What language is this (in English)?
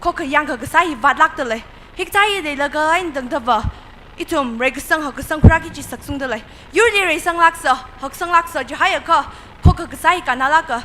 Tangkhul Naga (India)